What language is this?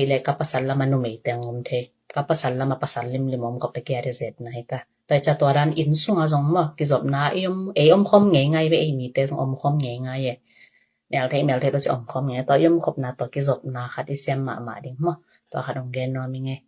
Tedim Chin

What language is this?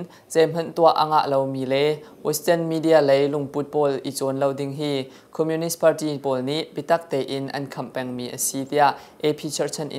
Hakha Chin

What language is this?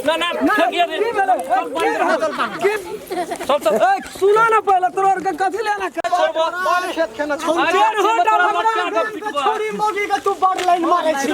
Maithili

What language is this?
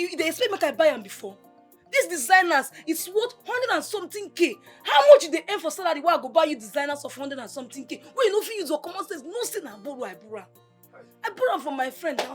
Nigerian Pidgin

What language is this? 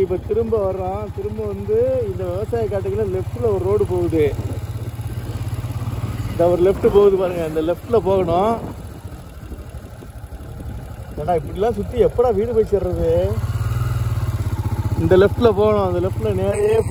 Tamil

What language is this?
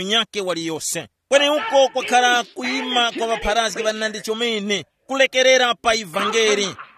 Tumbuka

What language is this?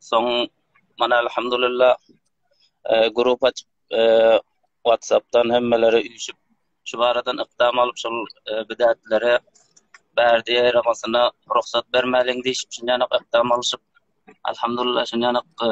Turkmen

